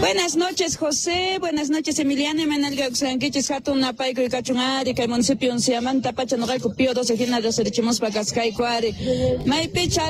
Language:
South Bolivian Quechua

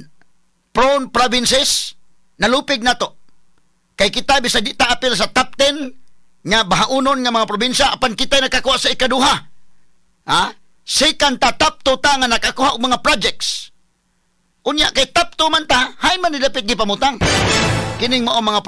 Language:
Cebuano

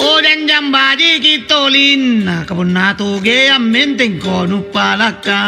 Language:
Makasar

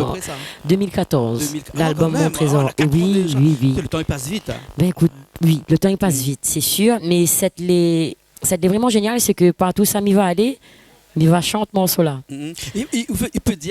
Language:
Réunion Creole French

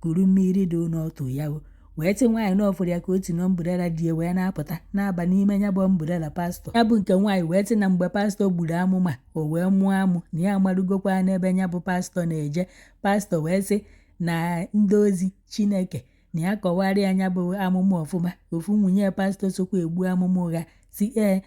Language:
Igbo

